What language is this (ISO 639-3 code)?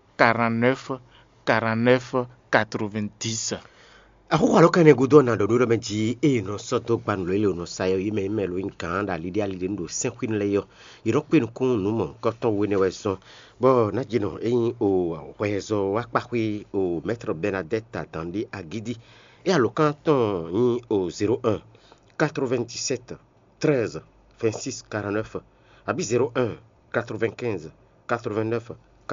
fon